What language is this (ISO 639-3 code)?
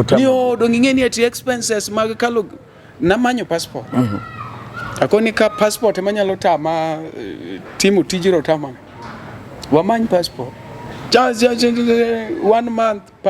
luo